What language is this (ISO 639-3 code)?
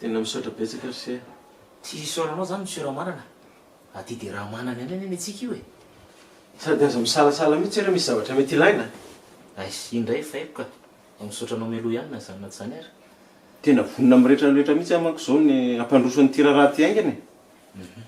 mlg